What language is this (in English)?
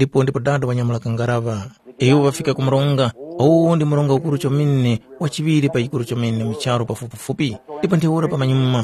Tumbuka